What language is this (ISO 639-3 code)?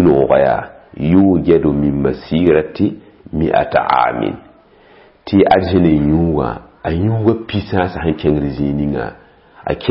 mos